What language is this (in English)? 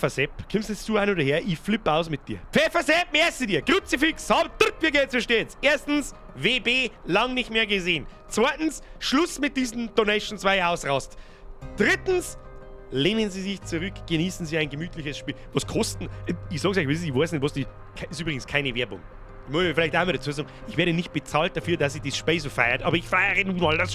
Bavarian